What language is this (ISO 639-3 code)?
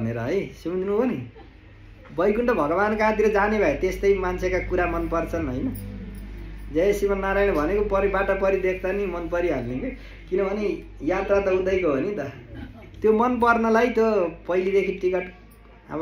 nep